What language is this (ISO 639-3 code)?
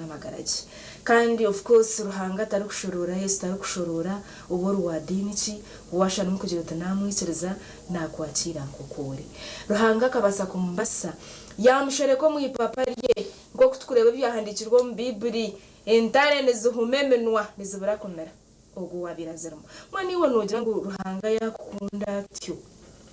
nyn